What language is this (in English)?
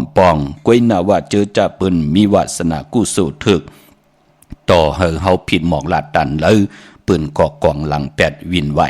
Shan